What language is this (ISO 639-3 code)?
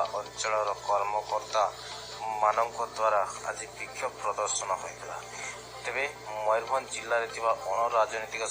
ori